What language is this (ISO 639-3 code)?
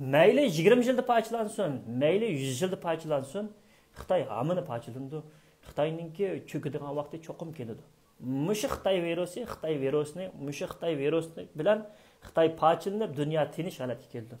uig